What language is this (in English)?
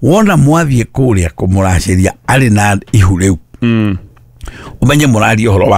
Kikuyu